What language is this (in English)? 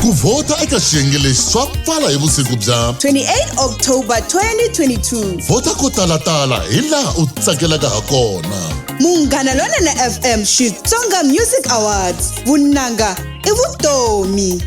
Tsonga